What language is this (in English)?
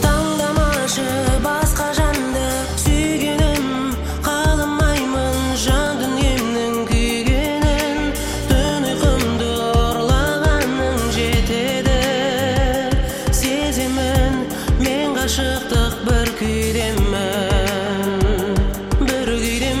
Kazakh